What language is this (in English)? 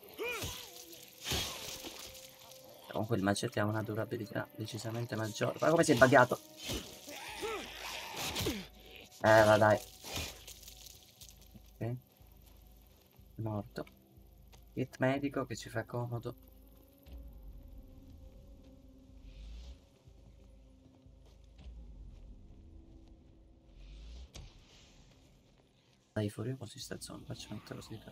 Italian